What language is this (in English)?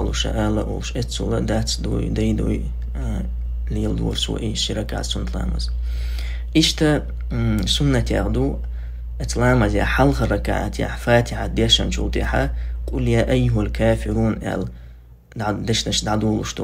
Chechen